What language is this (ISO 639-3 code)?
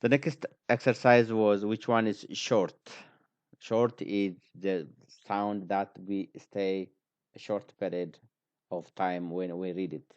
eng